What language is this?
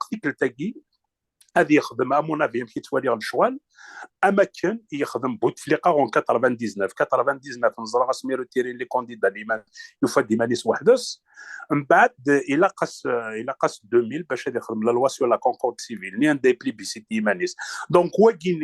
Kabyle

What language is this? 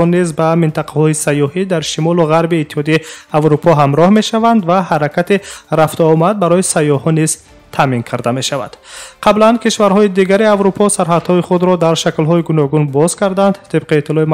Tajik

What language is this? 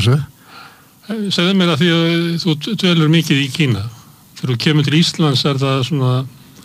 Icelandic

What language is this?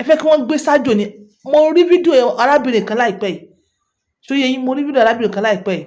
Yoruba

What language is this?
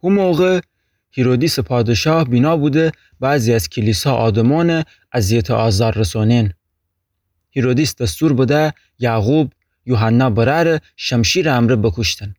Gilaki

